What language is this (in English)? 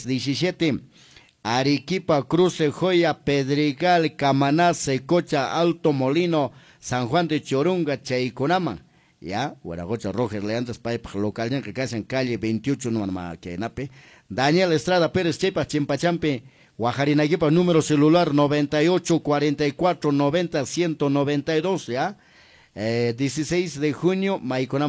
Quechua